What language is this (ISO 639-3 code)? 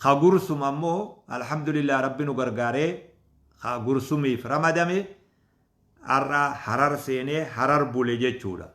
orm